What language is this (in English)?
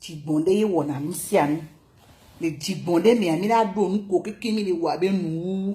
Ewe